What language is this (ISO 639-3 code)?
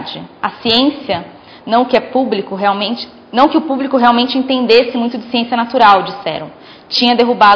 por